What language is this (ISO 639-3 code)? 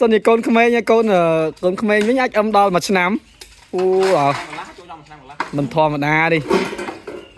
khm